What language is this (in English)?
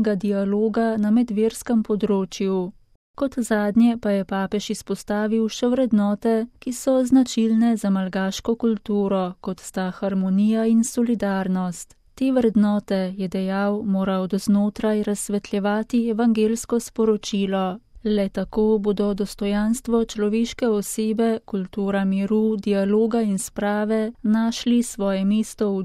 Slovenian